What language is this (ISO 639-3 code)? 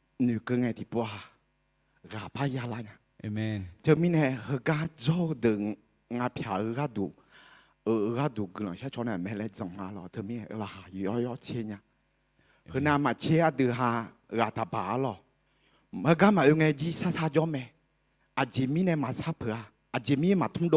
ahk